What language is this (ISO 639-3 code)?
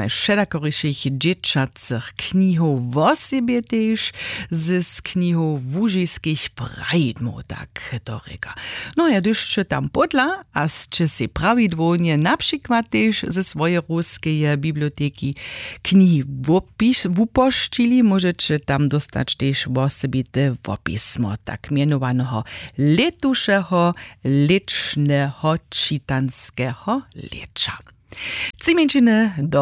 hsb